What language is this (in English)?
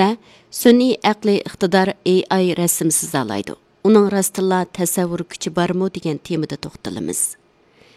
Uyghur